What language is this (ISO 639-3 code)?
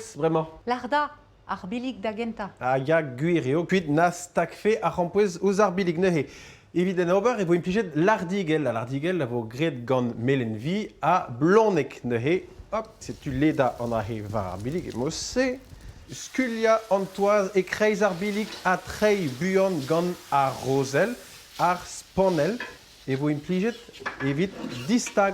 bre